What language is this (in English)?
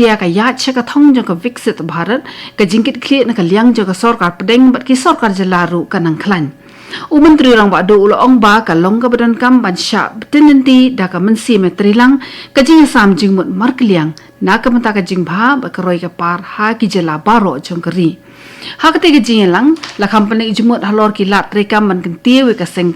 Khasi